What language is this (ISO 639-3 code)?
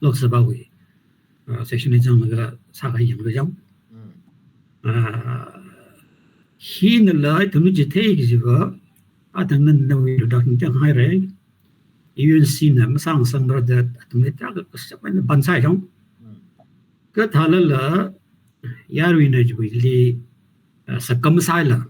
nmf